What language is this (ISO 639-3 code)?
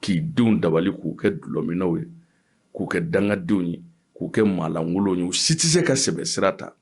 bam